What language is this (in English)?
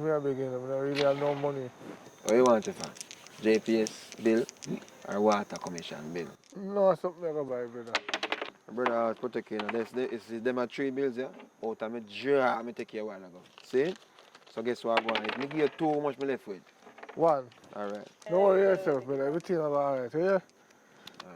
Jamaican Creole English